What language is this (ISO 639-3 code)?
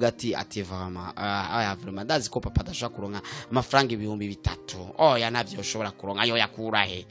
run